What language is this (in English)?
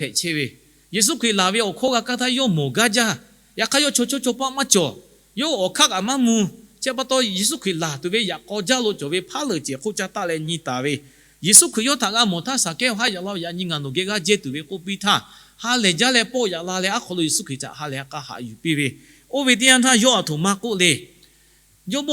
Lahu